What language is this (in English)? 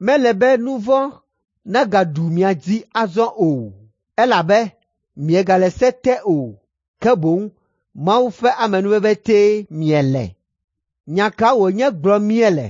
Ewe